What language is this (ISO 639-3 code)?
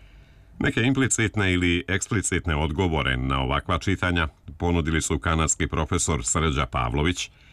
srp